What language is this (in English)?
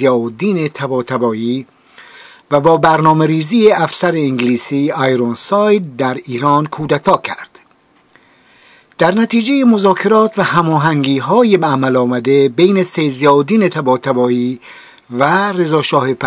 Persian